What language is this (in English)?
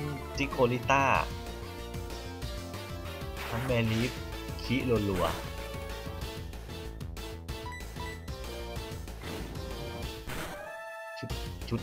Thai